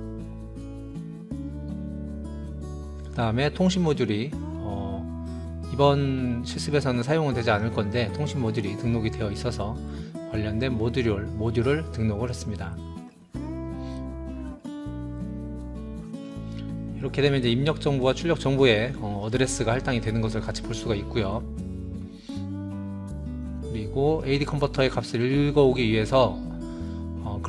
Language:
Korean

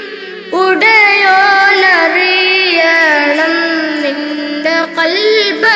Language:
Malayalam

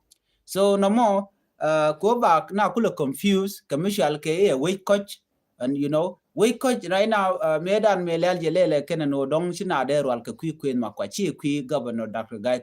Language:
Nuer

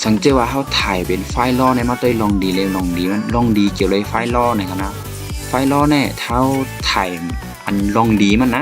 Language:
Shan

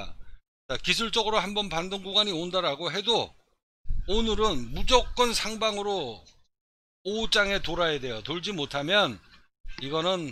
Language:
Korean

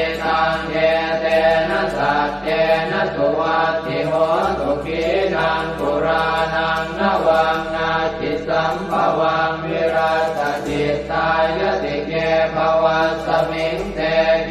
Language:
Pali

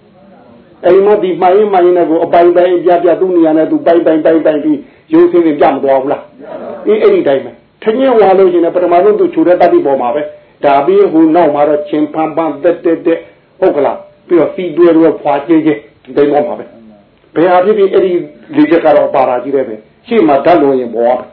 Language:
Burmese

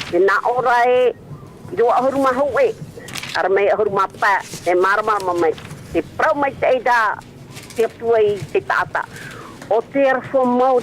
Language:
Tahitian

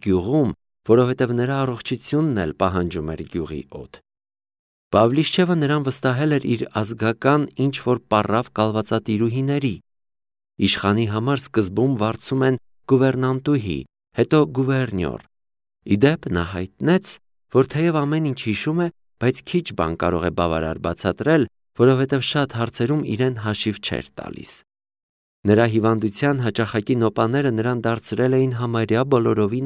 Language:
Armenian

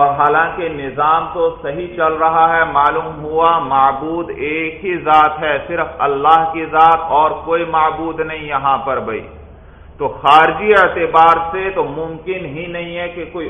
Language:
Urdu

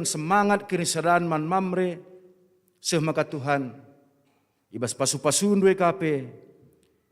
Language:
Batak Karo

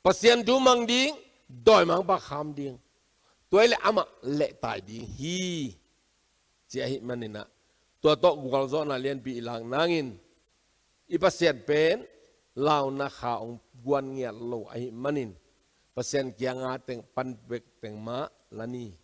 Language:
Tedim Chin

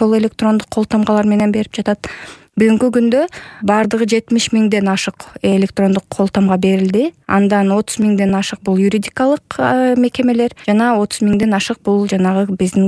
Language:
Kyrgyz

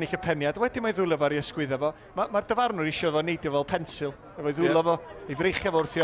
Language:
Welsh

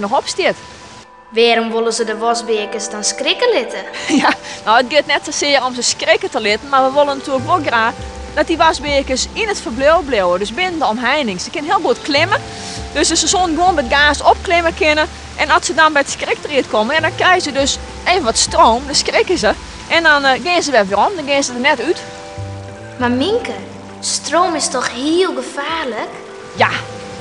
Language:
Western Frisian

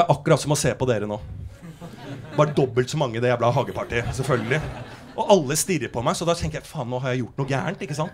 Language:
Norwegian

